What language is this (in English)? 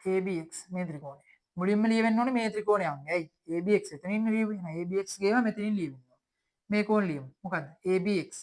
Sinhala